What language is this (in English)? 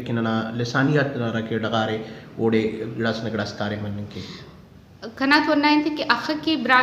Brahui